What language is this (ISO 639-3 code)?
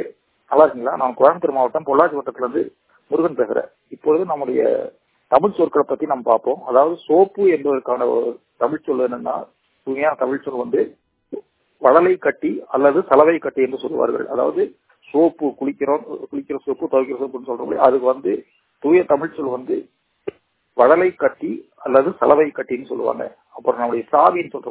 tam